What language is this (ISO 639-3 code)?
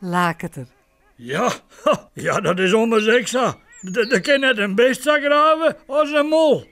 fry